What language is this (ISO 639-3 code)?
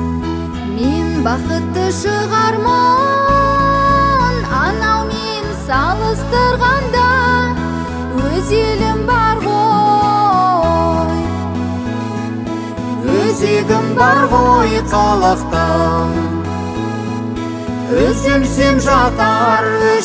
kaz